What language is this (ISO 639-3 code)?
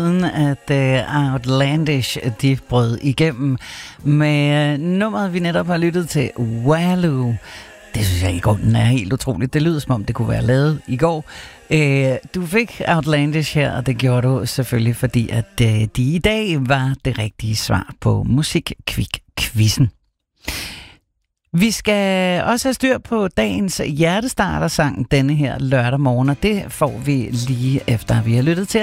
dan